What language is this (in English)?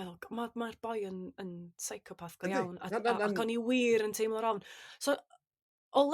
Welsh